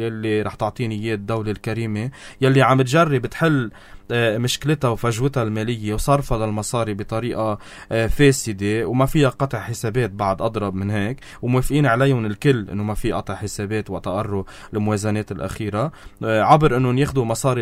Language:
North Levantine Arabic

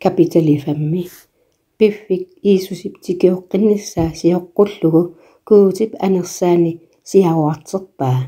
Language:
Kalaallisut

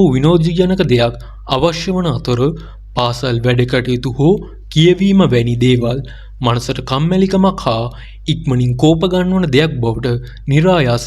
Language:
Sinhala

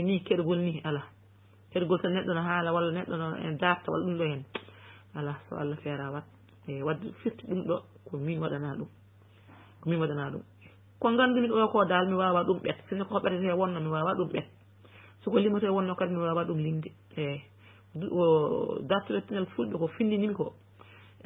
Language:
Fula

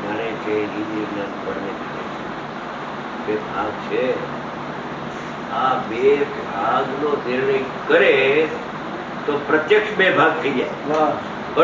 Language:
Gujarati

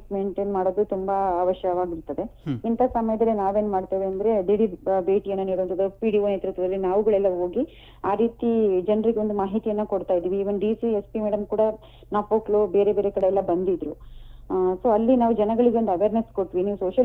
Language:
Kannada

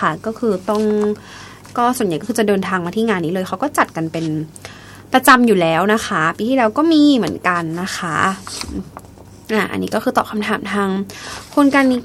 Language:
Thai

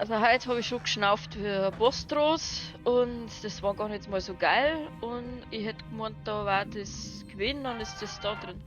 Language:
Bavarian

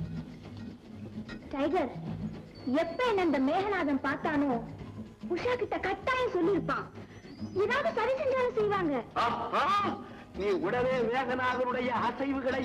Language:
Tamil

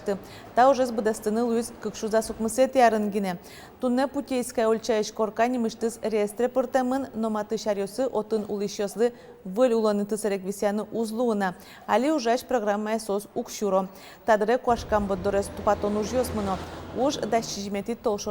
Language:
Udmurt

